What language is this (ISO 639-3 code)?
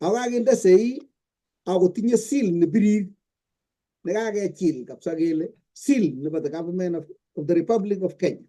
kln